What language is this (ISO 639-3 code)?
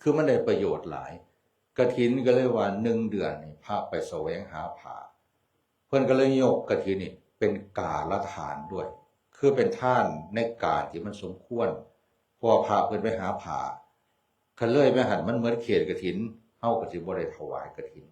tts